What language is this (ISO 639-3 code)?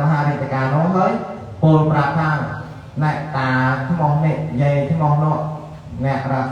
khm